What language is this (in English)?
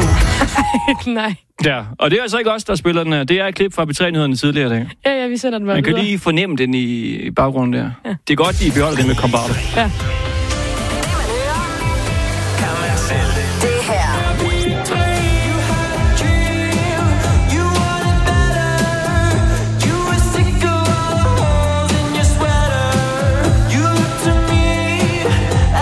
Danish